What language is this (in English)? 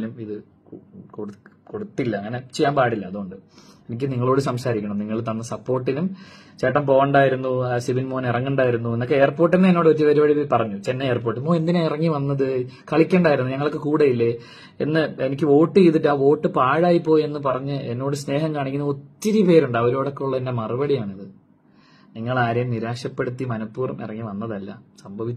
Malayalam